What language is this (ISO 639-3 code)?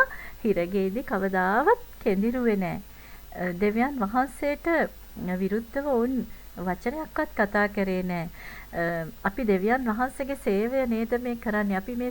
sin